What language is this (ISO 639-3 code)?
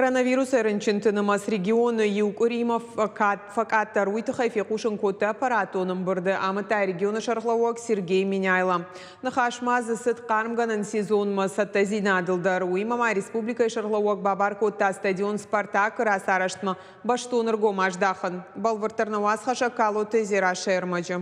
oss